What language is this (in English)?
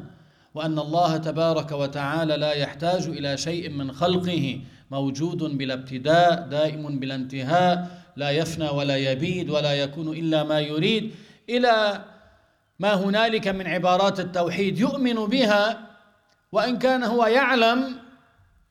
Arabic